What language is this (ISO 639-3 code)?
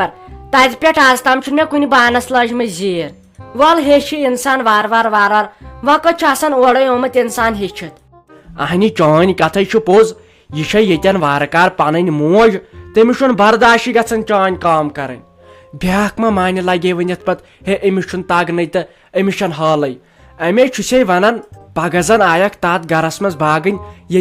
kas